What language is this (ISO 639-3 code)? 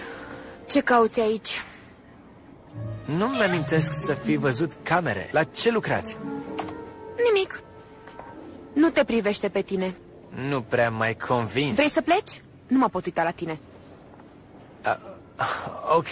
ron